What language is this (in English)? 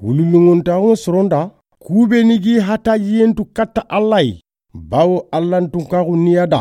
Soninke